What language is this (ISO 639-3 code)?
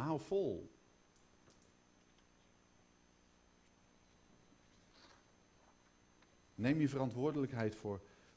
nld